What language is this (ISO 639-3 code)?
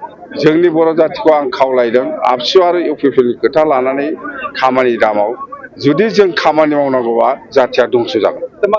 brx